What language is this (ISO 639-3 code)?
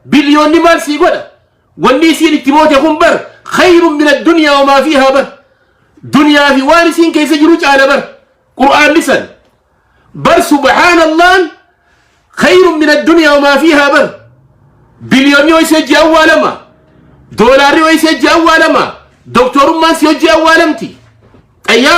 orm